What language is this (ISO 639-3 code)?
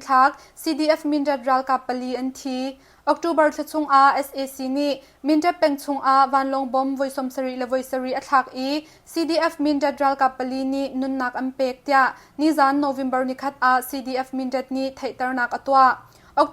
cnh